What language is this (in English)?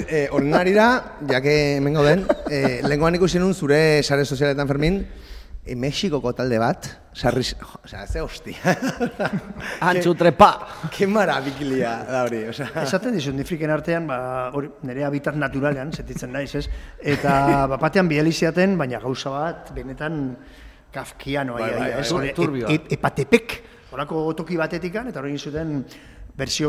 Basque